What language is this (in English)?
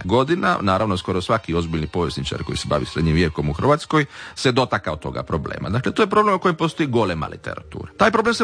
Croatian